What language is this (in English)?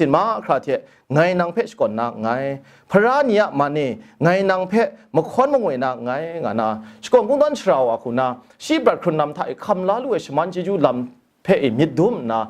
Kachin